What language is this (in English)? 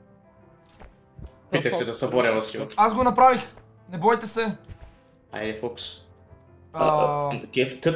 Bulgarian